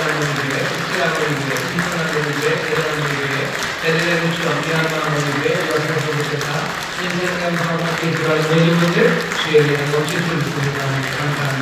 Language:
Korean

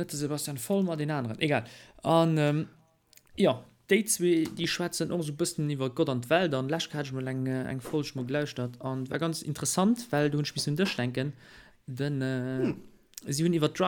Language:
Luxembourgish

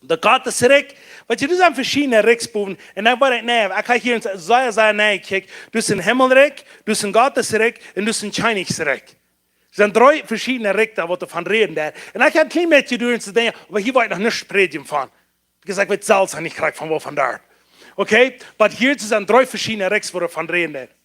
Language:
Plautdietsch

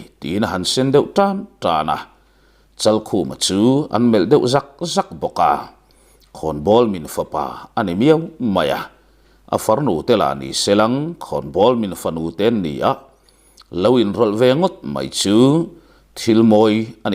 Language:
Mizo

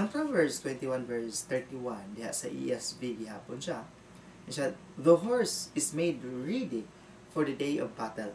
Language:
Cebuano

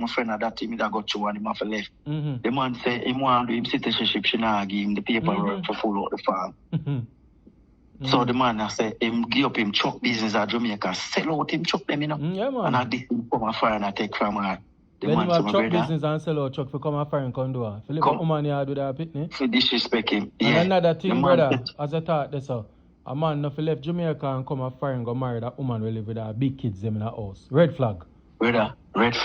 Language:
Jamaican Creole English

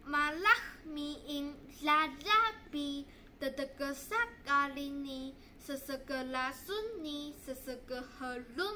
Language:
Taroko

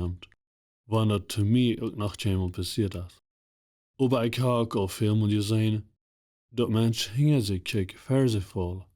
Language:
Plautdietsch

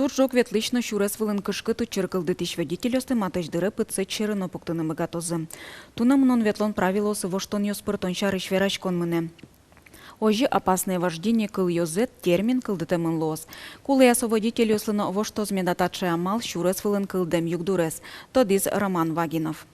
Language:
Udmurt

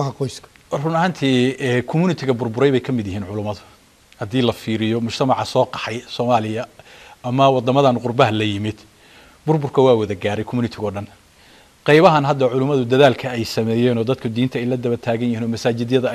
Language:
Somali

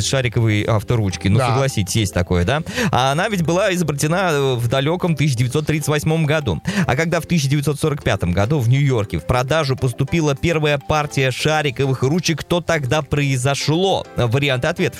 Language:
Russian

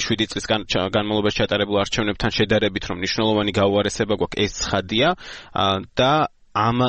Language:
Georgian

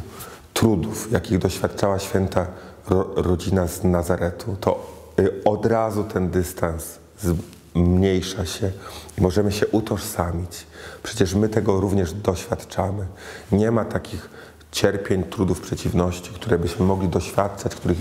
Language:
Polish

